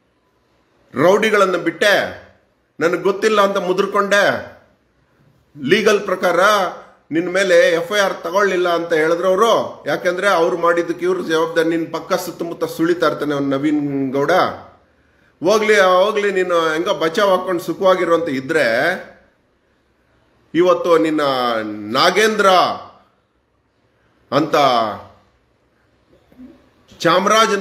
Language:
Kannada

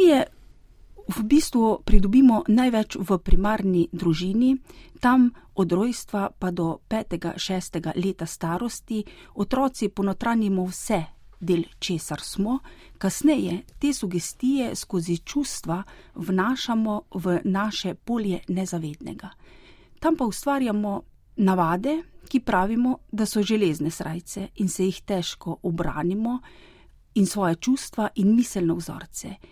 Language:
Slovenian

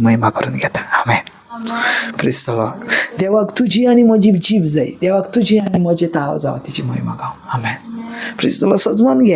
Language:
Konkani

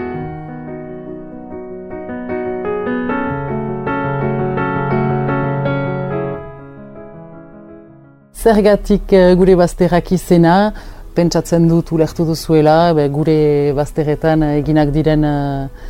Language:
Basque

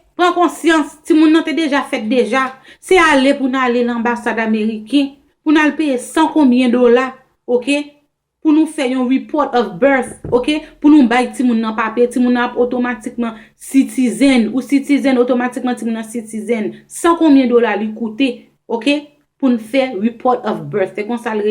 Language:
Haitian Creole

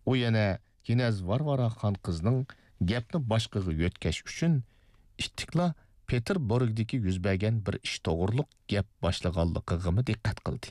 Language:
Uyghur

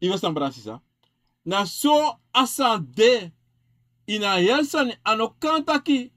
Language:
Sranan Tongo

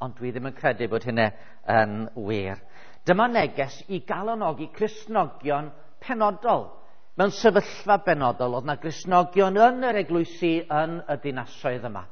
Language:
Welsh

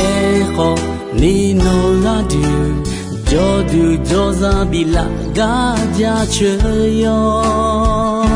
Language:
Akha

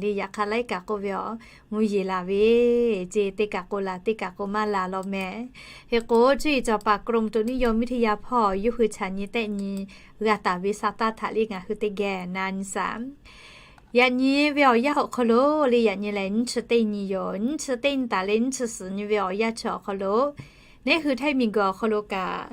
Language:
Lahu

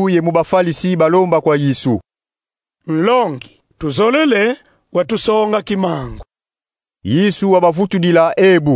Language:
Kongo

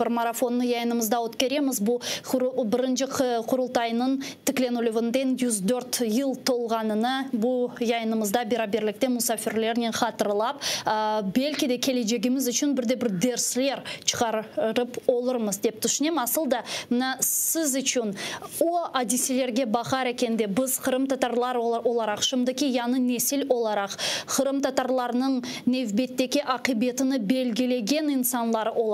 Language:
Crimean Tatar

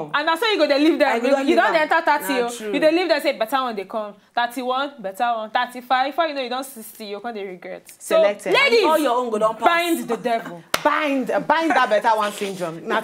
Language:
Nigerian Pidgin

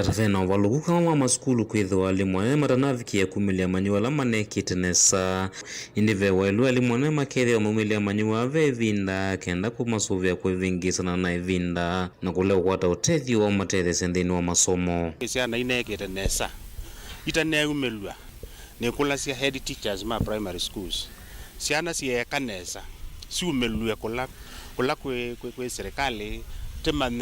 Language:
Kamba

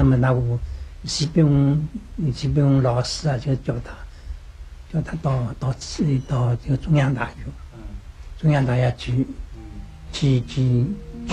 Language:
Chinese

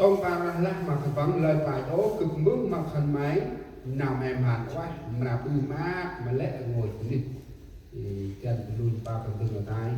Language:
Central Mnong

